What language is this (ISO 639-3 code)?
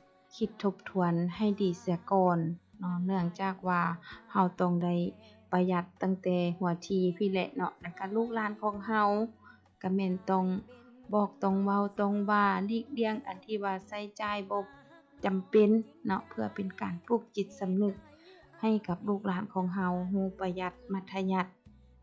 lao